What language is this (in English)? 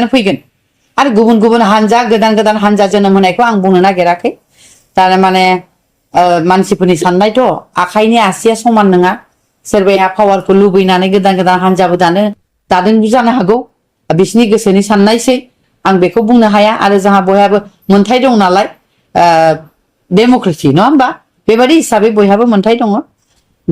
Bodo